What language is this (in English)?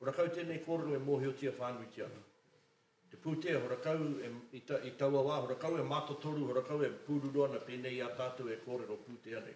Māori